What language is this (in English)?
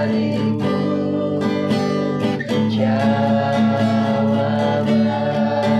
Indonesian